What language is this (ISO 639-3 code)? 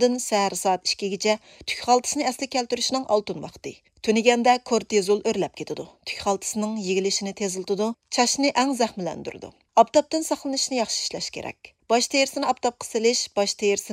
uig